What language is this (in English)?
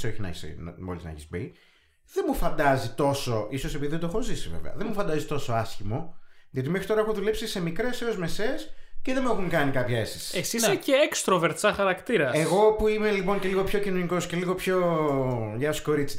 Greek